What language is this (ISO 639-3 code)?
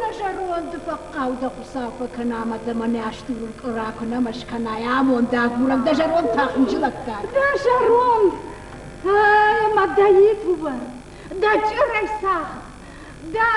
oss